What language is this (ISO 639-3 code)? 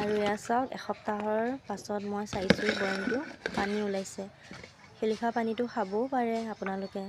asm